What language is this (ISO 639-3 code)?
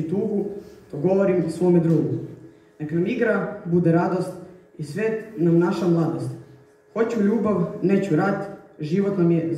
srp